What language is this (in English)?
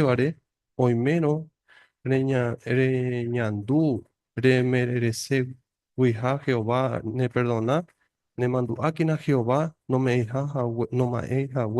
Guarani